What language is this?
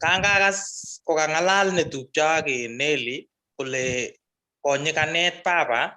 Kalenjin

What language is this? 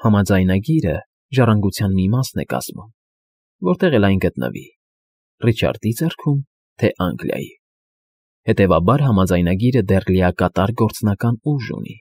Armenian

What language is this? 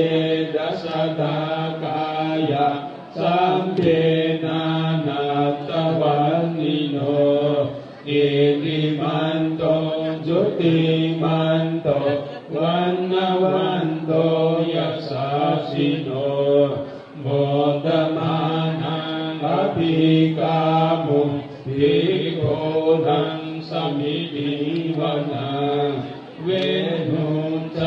Pali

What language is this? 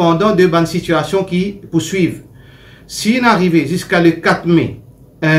Morisyen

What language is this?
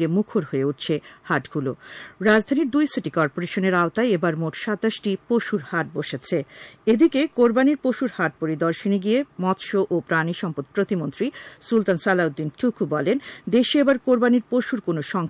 Bangla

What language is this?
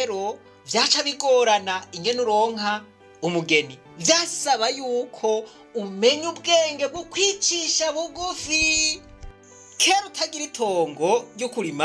Rundi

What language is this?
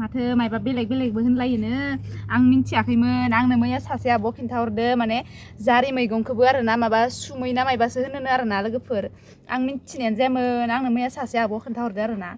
Bodo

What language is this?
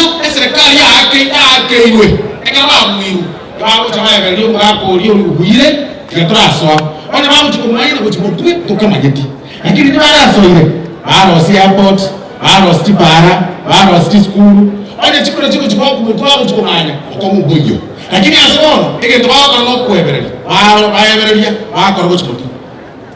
Gusii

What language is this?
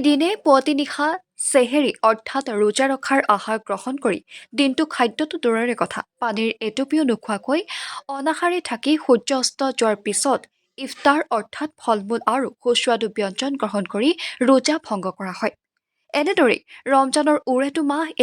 Assamese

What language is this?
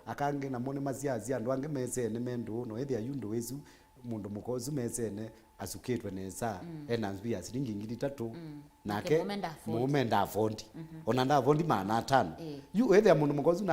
Kamba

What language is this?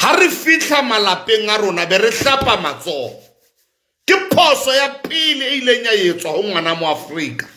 Southern Sotho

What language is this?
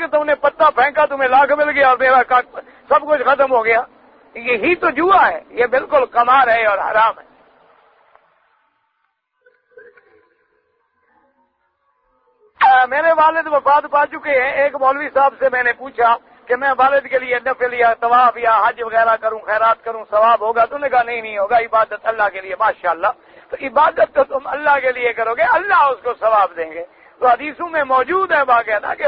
Urdu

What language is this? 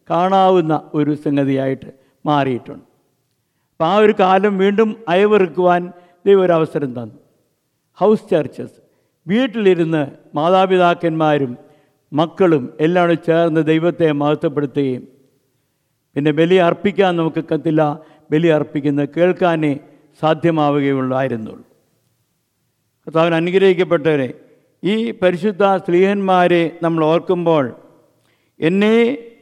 Malayalam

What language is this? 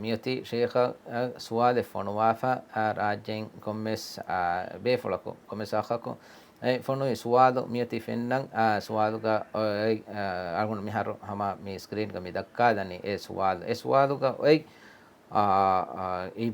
Divehi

